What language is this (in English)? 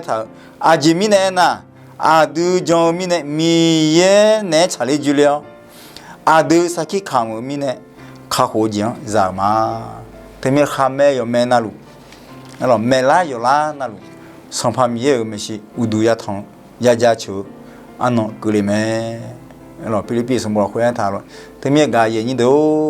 Akha